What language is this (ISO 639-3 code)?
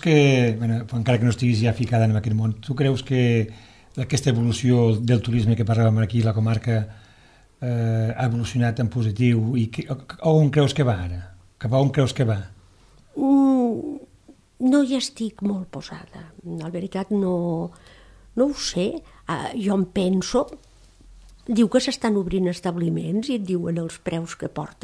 cat